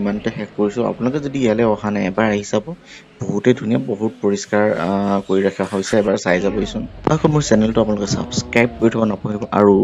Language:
Assamese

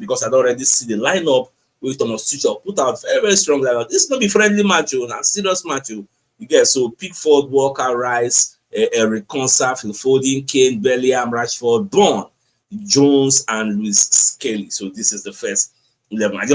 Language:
Nigerian Pidgin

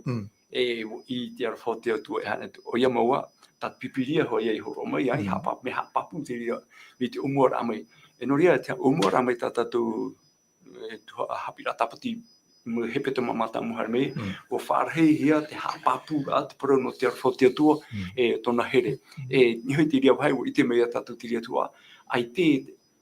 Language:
Tahitian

